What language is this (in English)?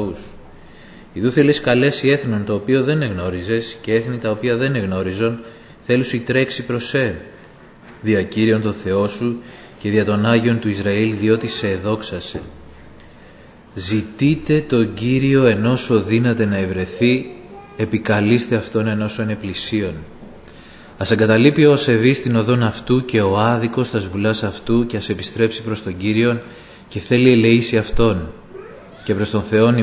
Greek